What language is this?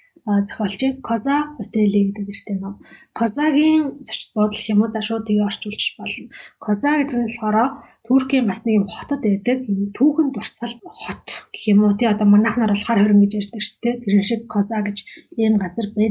Mongolian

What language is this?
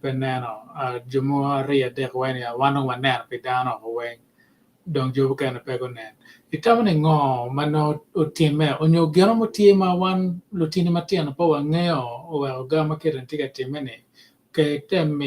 Acoli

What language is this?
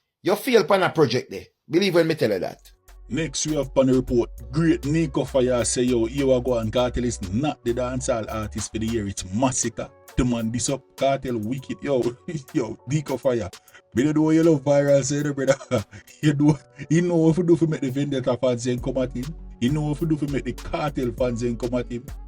Jamaican Creole English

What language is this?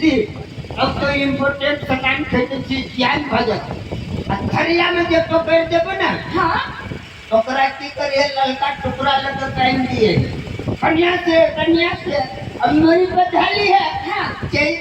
Maithili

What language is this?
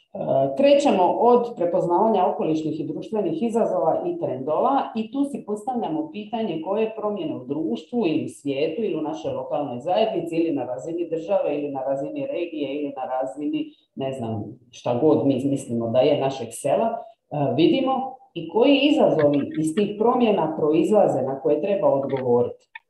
Croatian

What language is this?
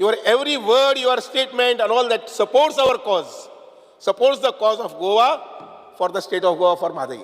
Konkani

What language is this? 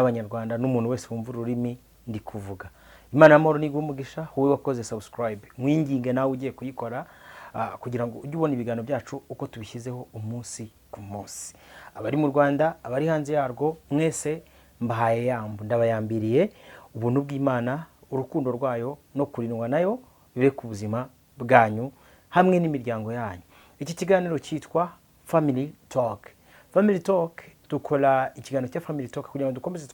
Kinyarwanda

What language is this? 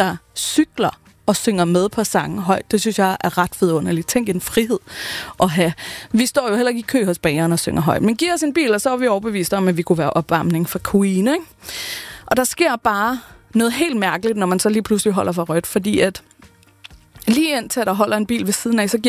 Danish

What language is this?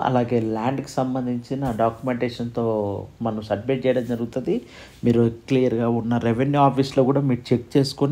Telugu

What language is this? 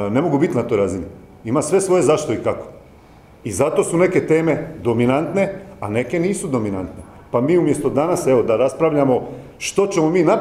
Croatian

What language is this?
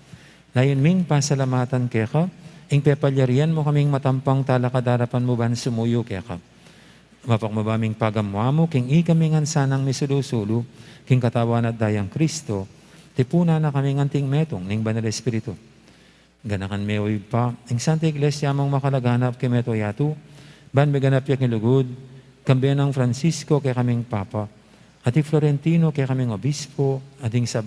Pampanga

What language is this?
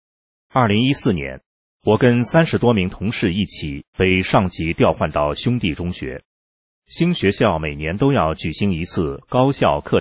Chinese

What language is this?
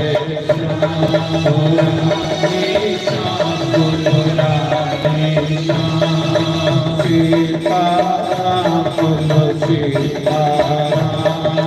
Dogri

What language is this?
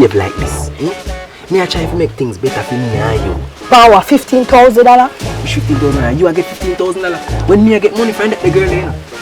Jamaican Creole English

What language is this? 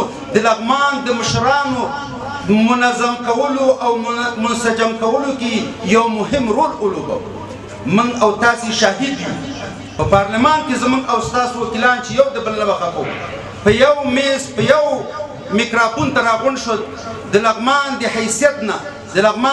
Pashto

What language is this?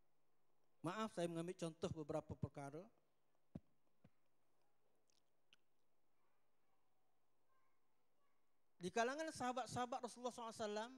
Malay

